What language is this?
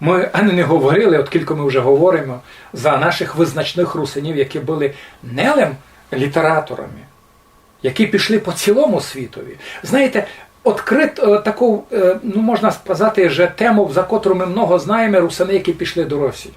Rusyn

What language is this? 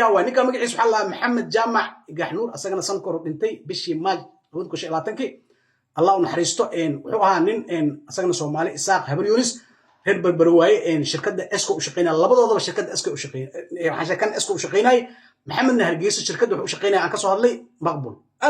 Somali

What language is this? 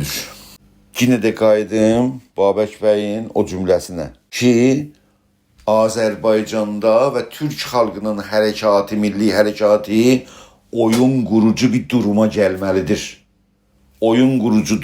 South Azerbaijani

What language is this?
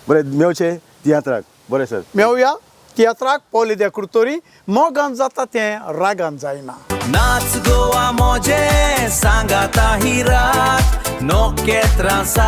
Konkani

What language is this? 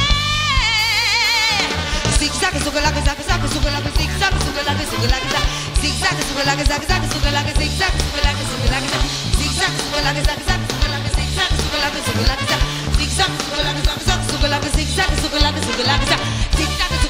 Romanian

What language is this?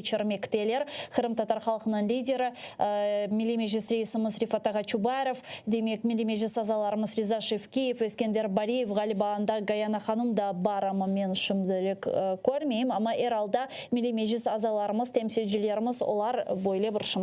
Crimean Tatar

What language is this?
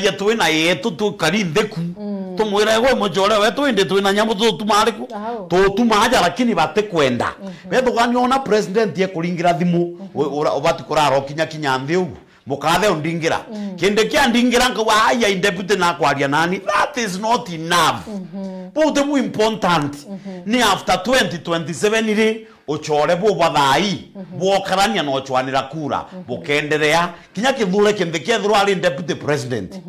Meru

